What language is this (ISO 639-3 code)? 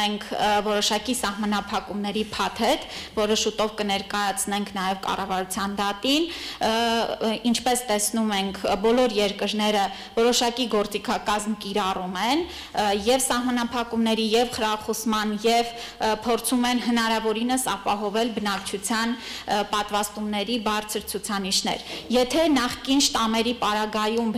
hye